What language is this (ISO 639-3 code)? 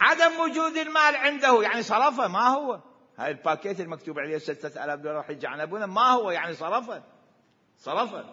acm